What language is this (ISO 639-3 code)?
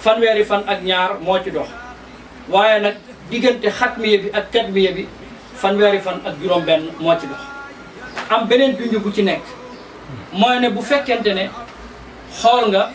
wol